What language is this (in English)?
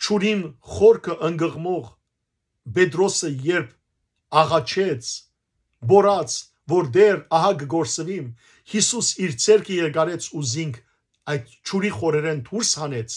Western Armenian